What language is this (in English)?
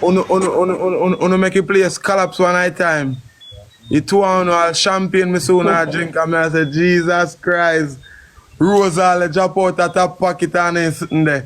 Jamaican Creole English